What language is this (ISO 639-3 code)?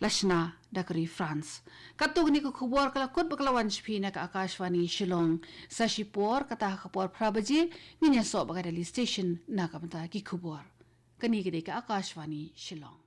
kha